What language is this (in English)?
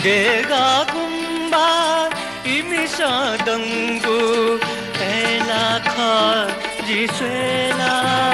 Newari